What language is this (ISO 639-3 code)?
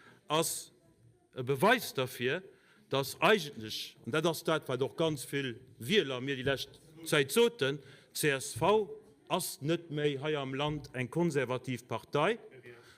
ltz